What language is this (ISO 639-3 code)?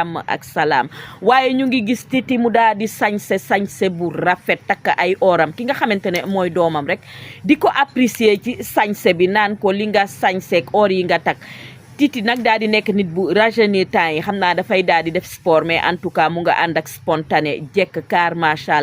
wol